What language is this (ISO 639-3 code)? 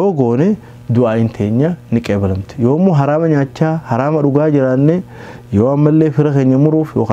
orm